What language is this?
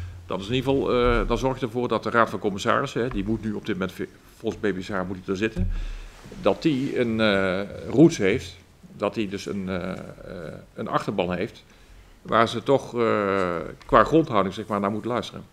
Dutch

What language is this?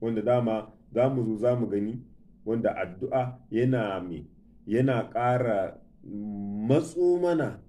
Hausa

